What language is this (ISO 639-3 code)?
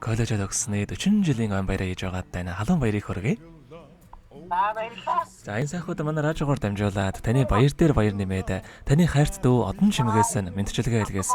mon